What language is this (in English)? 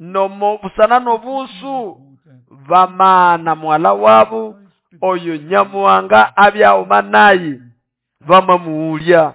Nande